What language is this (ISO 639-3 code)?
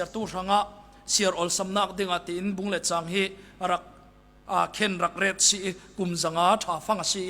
cfm